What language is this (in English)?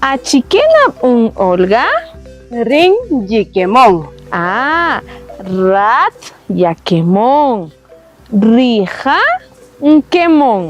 Kaqchikel